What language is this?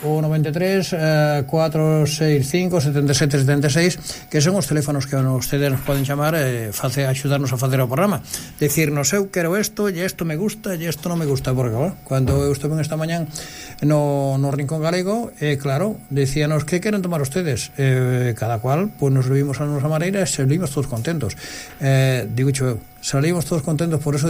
Galician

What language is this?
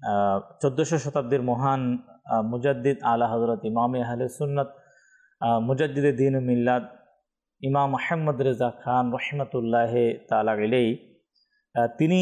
Bangla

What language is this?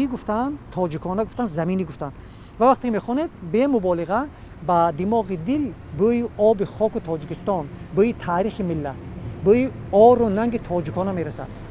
Tajik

